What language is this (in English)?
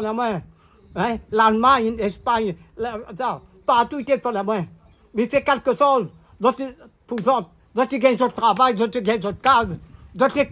Réunion Creole French